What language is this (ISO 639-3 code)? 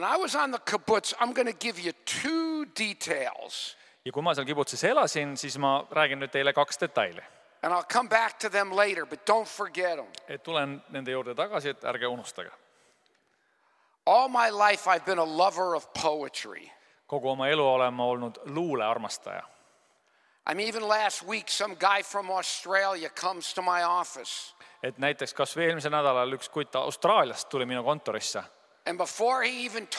est